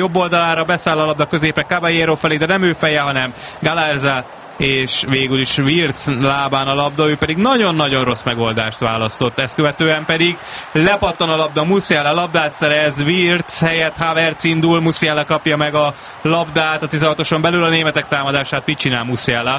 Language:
Hungarian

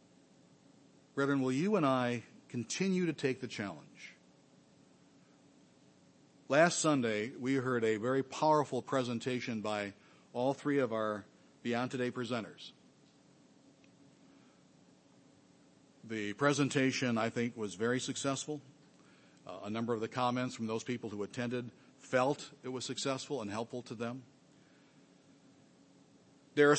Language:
English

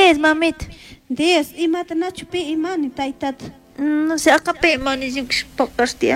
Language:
Chimborazo Highland Quichua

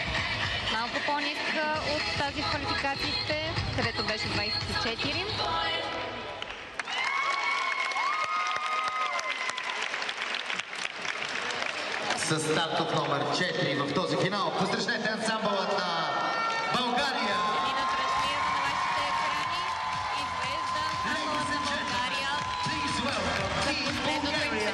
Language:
Bulgarian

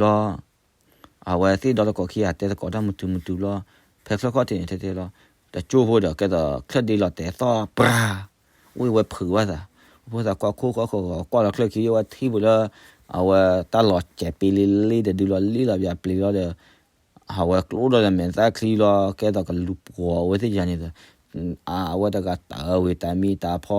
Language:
S'gaw Karen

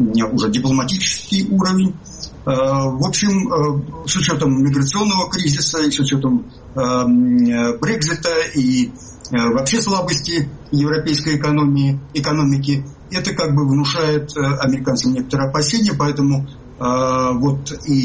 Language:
Russian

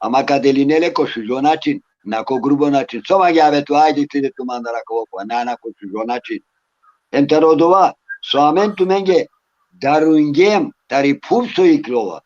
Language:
Balkan Romani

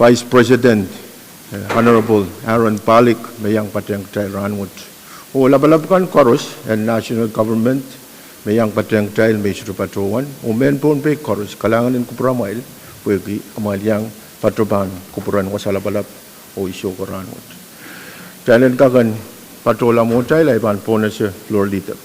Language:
Pohnpeian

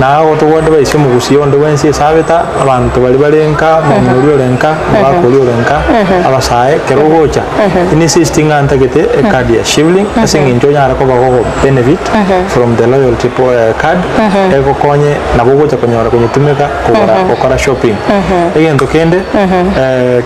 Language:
Gusii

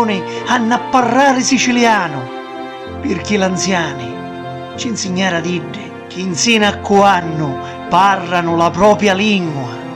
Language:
Sicilian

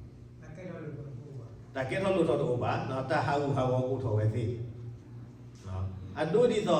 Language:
S'gaw Karen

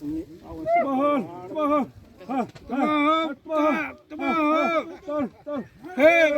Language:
Xavánte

